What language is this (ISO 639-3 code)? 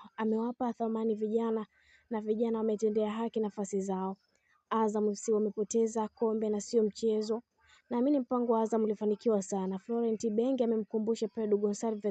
swa